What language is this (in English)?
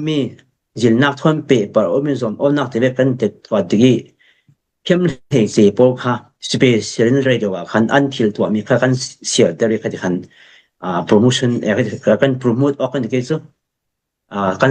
Falam Chin